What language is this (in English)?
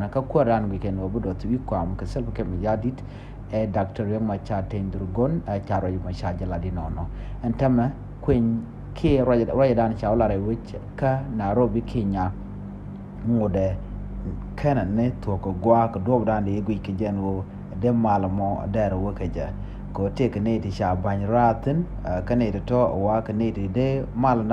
Nuer